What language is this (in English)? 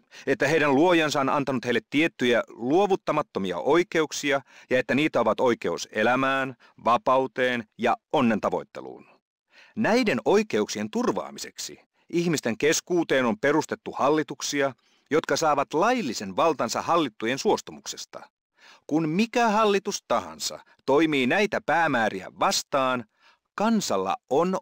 Finnish